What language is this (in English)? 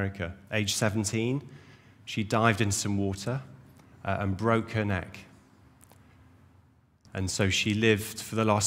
English